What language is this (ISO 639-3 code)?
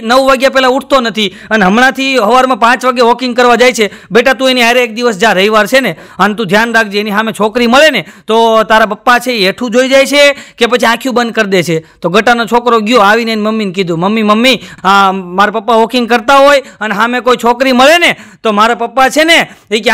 guj